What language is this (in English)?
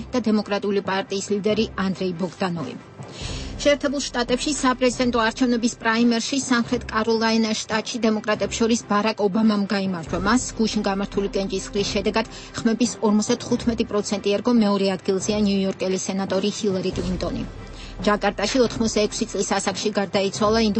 Georgian